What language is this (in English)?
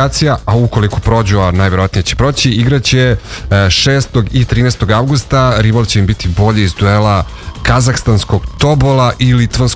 Serbian